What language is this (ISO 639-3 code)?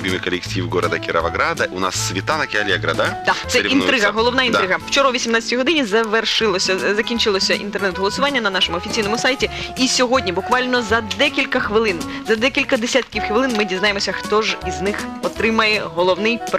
ukr